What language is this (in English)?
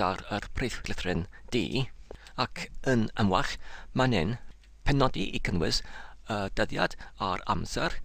Welsh